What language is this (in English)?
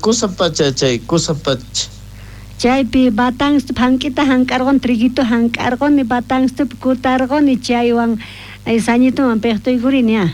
South Bolivian Quechua